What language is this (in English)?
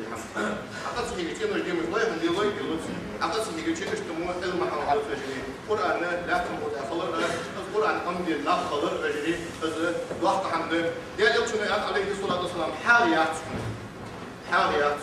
Ingush